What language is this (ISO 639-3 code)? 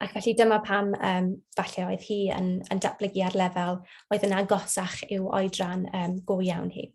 cym